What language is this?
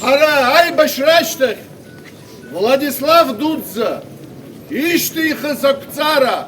Abkhazian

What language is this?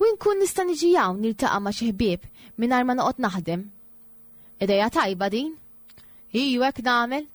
Maltese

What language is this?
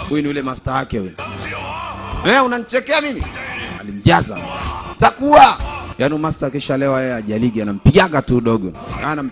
Swahili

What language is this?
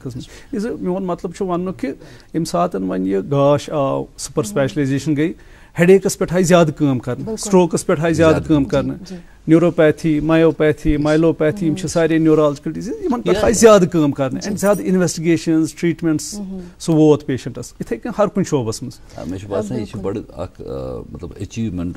Kashmiri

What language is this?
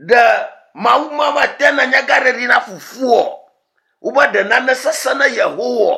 Ewe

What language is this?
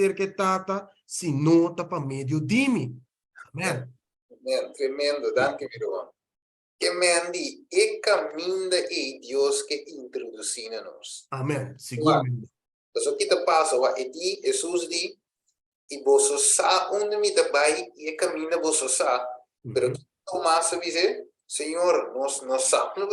Papiamento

